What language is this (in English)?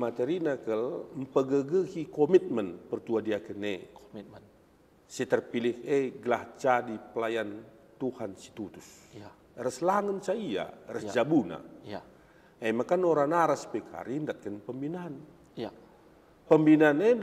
Batak Karo